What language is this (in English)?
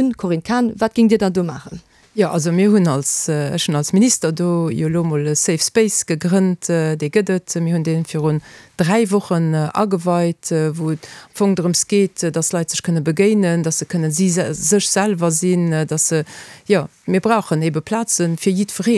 Luxembourgish